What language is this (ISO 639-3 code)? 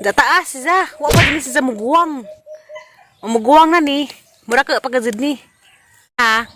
ceb